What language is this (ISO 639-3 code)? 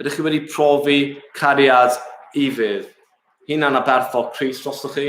cym